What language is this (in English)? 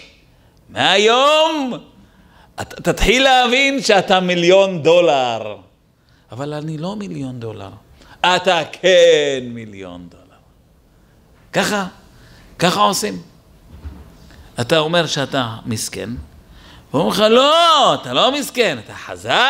Hebrew